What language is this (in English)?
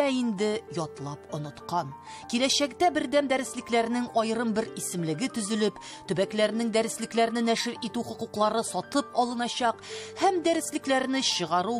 Tatar